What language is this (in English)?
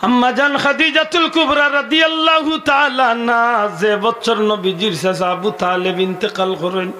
Sylheti